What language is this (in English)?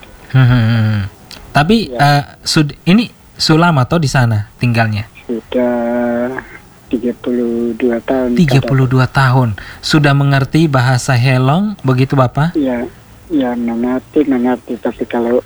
Indonesian